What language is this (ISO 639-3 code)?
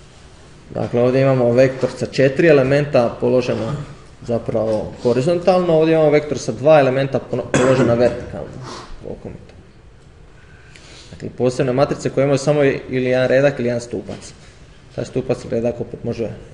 hrv